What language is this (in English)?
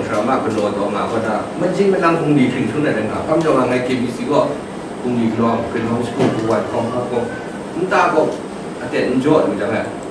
Kachin